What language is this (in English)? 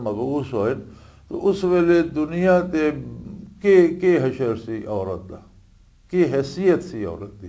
Western Panjabi